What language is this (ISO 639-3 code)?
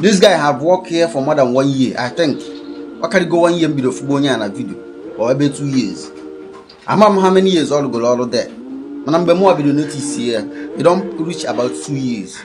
ibo